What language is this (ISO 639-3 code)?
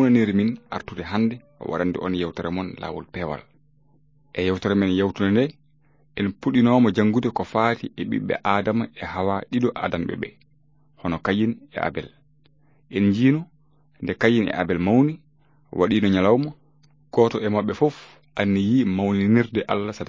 ful